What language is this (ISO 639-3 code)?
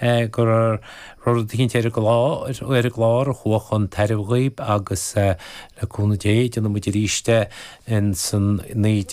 gle